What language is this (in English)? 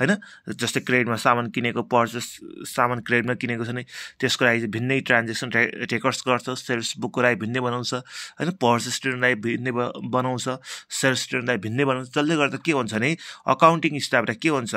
Nepali